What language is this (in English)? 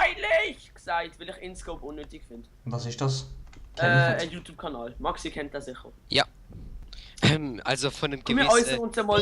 Swiss German